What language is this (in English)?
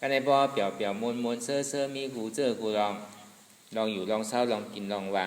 Shan